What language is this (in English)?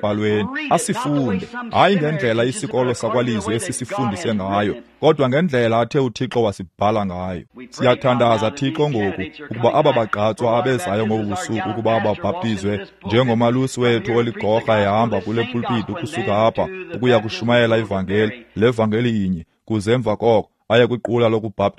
Xhosa